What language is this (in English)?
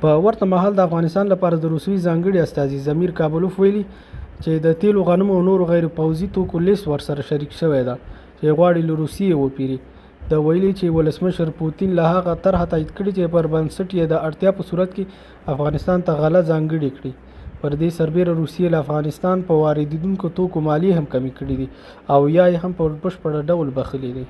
Pashto